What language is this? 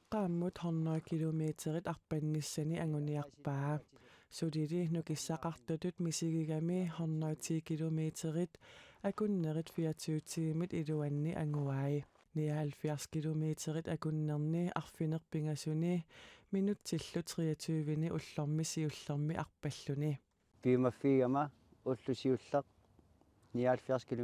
Kalaallisut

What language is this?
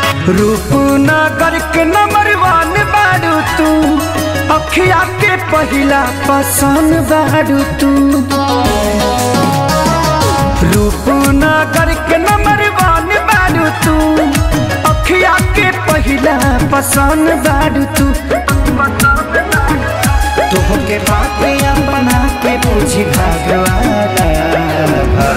Bhojpuri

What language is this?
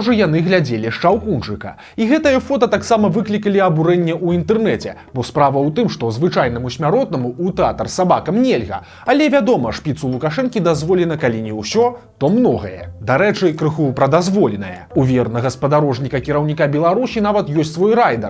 Belarusian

